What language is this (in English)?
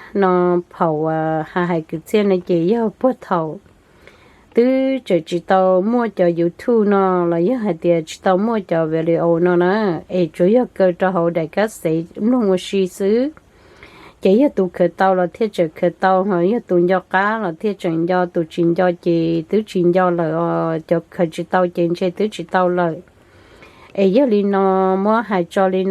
Hmong